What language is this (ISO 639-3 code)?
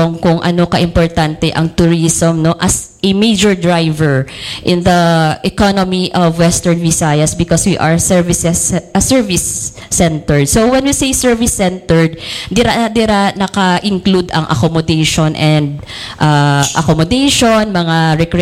hil